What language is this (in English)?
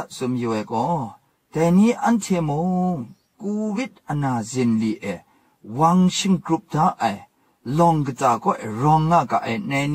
Kachin